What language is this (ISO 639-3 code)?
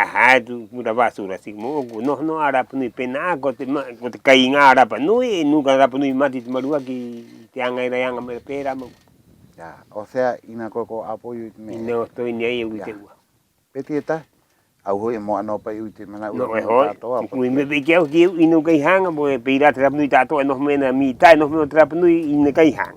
rap